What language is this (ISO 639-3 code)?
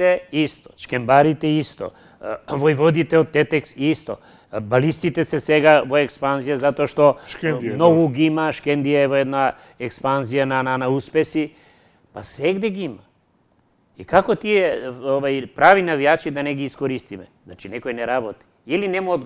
mkd